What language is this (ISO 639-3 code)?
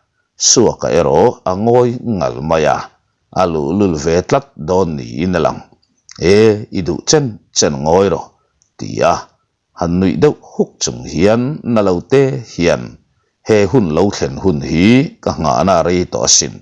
lus